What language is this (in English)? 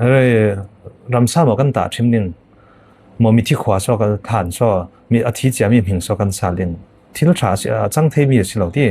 Falam Chin